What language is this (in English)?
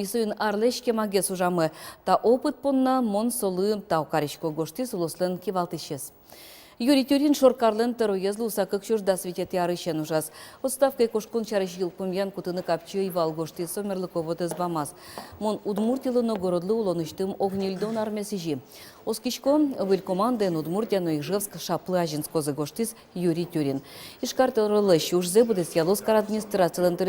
Udmurt